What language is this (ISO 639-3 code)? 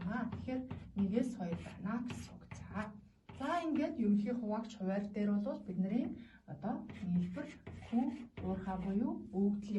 mon